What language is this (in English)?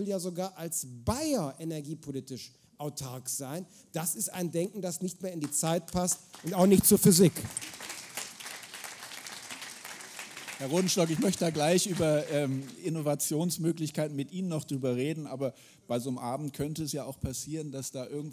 German